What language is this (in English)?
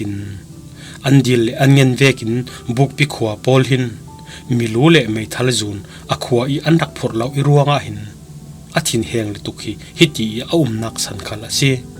Falam Chin